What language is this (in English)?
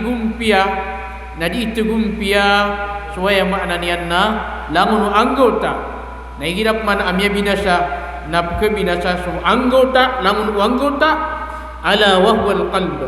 Maranao